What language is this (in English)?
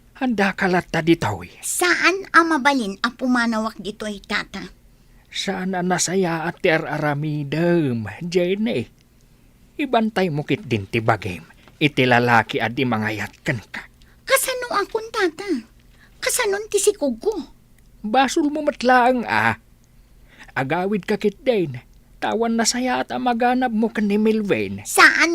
Iloko